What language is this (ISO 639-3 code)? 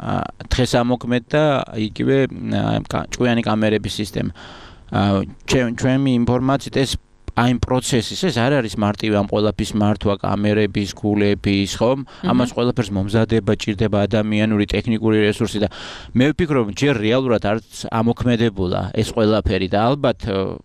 kat